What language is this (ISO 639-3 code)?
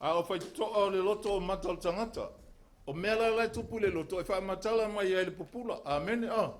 smo